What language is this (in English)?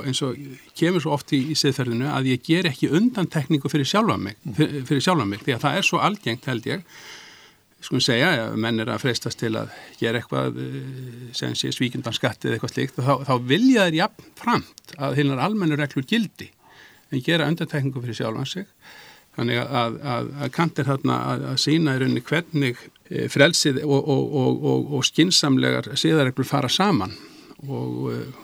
Icelandic